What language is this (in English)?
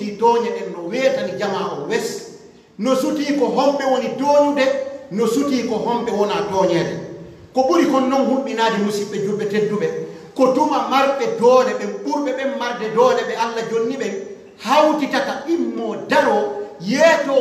Pular